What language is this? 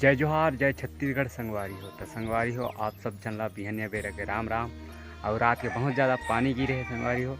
Chhattisgarhi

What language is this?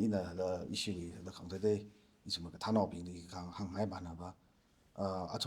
Tangkhul Naga (India)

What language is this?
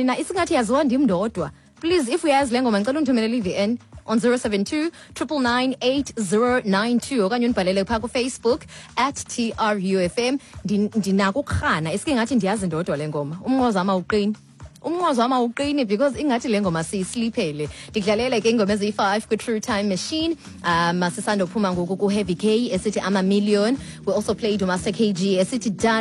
Xhosa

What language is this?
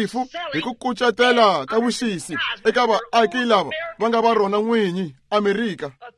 Tsonga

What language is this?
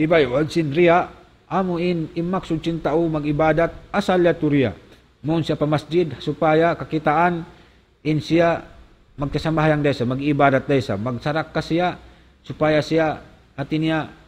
Tausug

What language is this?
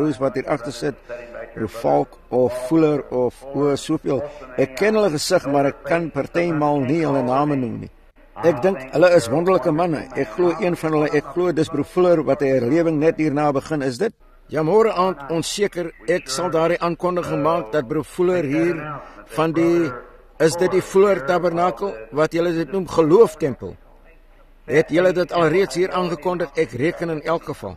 Afrikaans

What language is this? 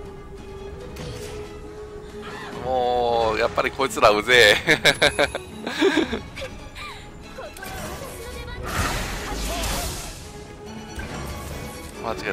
Japanese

